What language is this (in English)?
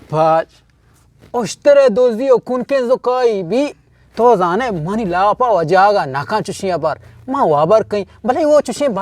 Eastern Balochi